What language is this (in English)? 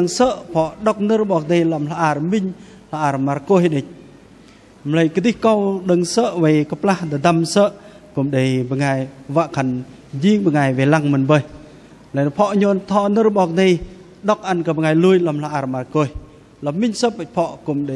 Bahnar